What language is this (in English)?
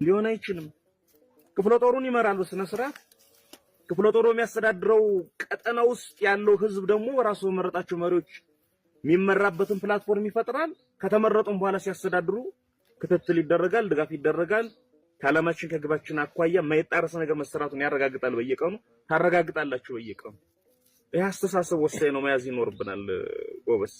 Amharic